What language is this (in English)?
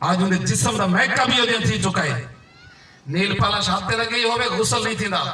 Saraiki